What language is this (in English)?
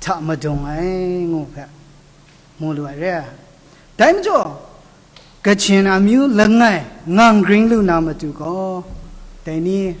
Kachin